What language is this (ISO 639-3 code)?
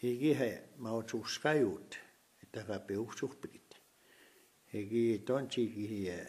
crk